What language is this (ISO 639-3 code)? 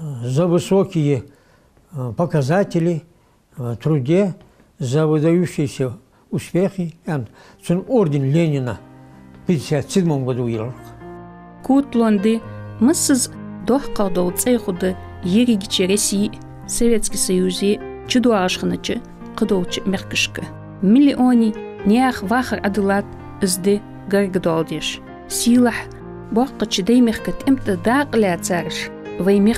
inh